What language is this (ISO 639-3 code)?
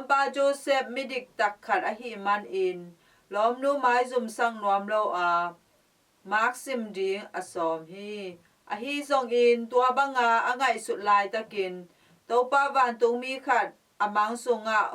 ctd